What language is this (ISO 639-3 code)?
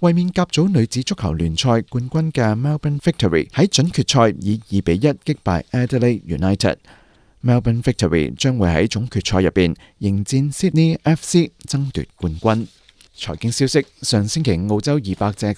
yue